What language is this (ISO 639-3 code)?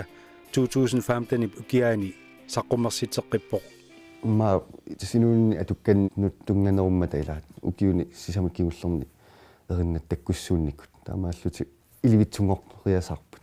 kal